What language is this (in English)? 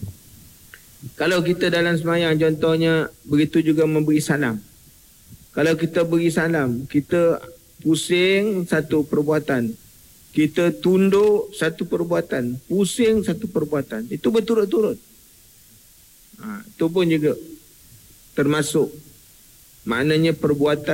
Malay